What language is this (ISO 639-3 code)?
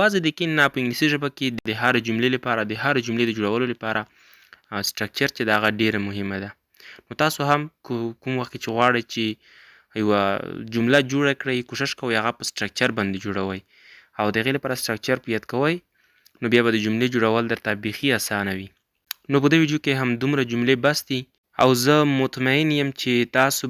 pus